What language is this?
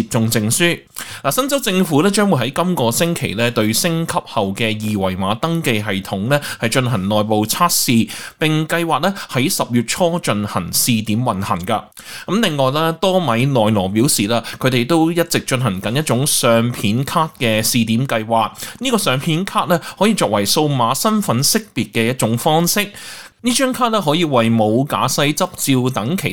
Cantonese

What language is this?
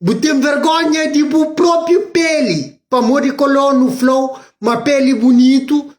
Kabuverdianu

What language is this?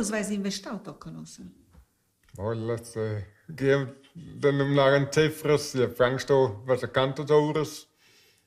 Romansh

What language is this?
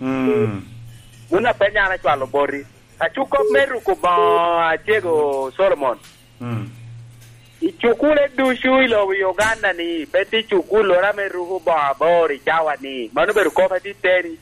Lango (Uganda)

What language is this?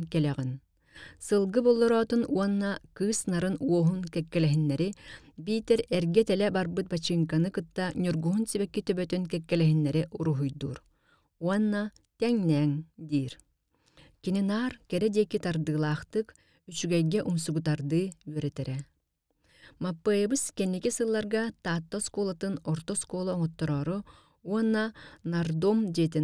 Yakut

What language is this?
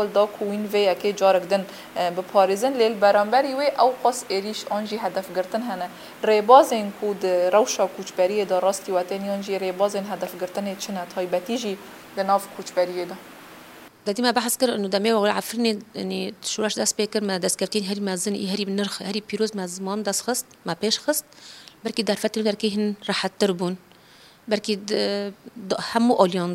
Kurdish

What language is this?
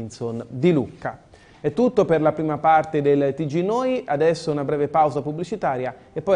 Italian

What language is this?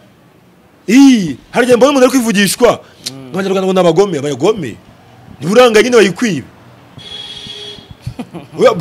Kinyarwanda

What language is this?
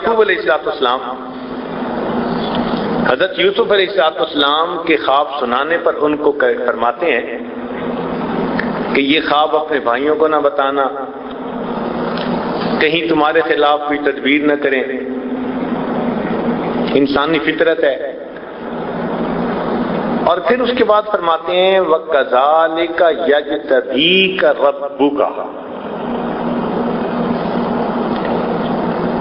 Urdu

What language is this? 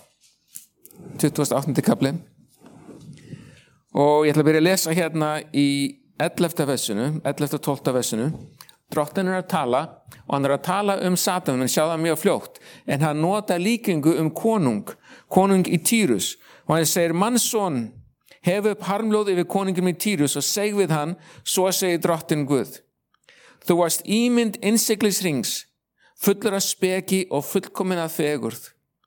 Icelandic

